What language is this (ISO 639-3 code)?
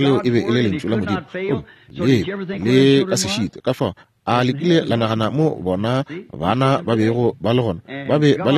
nso